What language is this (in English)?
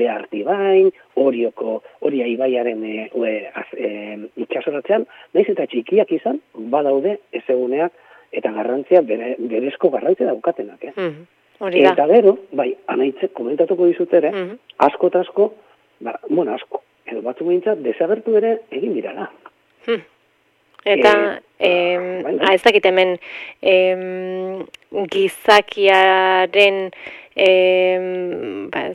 Basque